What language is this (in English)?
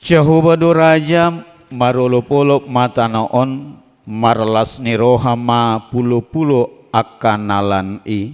Batak Toba